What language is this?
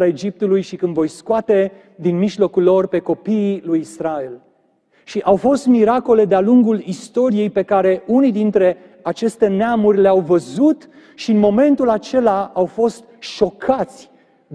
Romanian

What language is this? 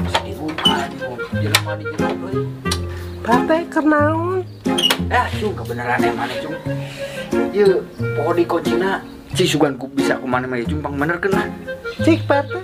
Sundanese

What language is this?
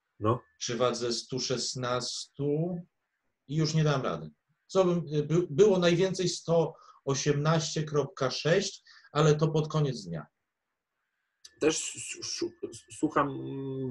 Polish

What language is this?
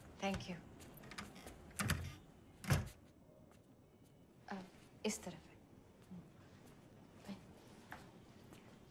Hindi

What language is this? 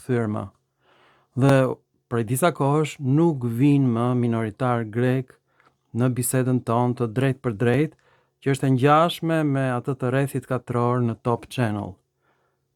Albanian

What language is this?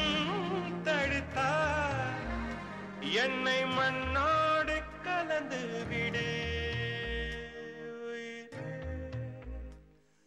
Tamil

